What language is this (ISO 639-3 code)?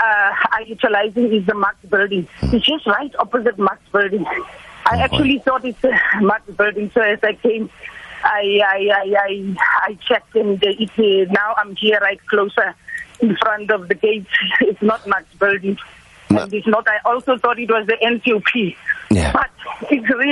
eng